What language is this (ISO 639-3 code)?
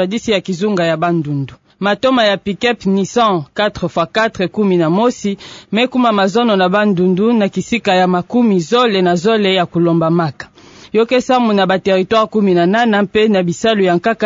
ktu